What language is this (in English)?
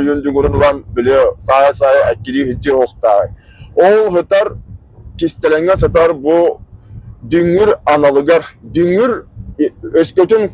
Yakut